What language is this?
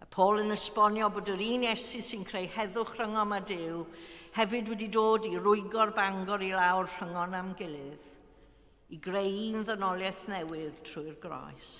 Welsh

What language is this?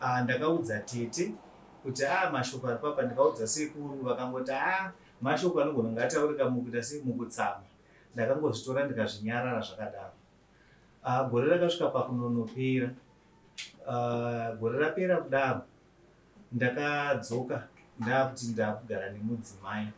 Shona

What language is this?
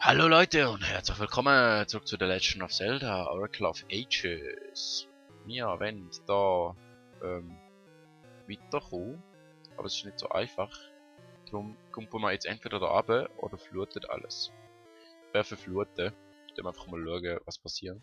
Swiss German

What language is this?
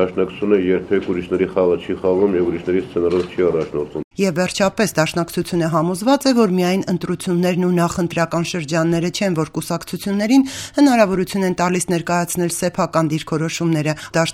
Armenian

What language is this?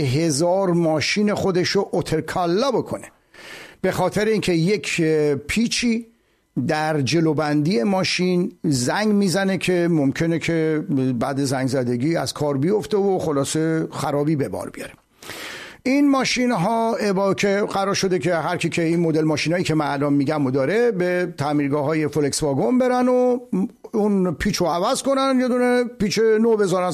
Persian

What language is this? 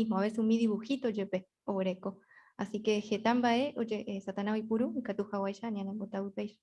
Guarani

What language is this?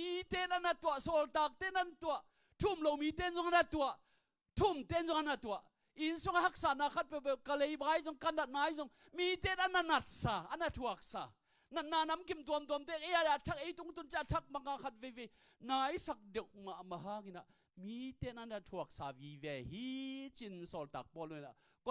Tedim Chin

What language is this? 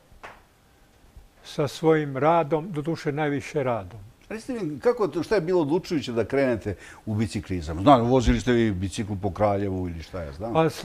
Serbian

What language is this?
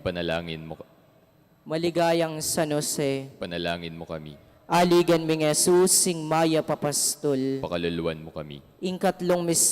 Pampanga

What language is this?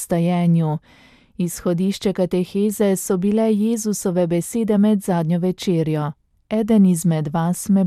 Slovenian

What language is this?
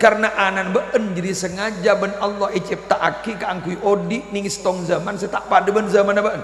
Madurese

